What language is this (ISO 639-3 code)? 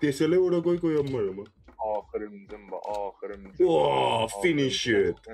azb